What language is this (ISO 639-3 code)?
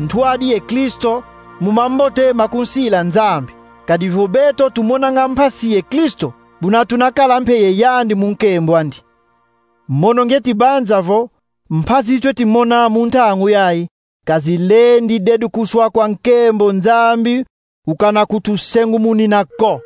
kon